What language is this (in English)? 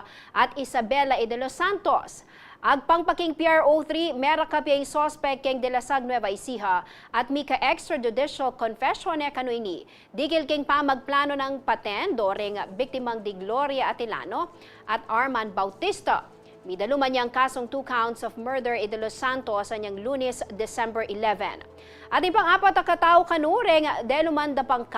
Pampanga